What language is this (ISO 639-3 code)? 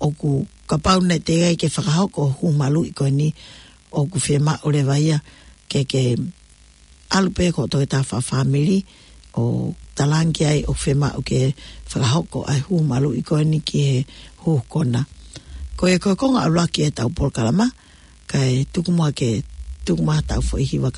ton